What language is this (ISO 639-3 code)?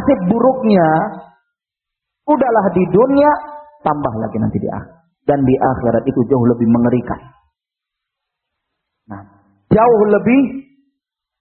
ind